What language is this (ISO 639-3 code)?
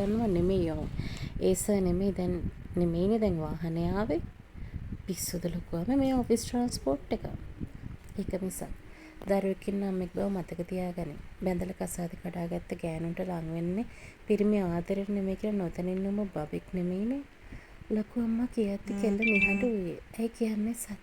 sin